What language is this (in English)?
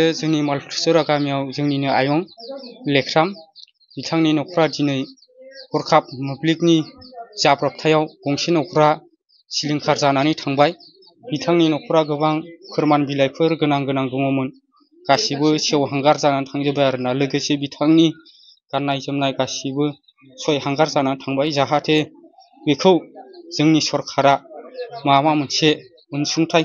Bodo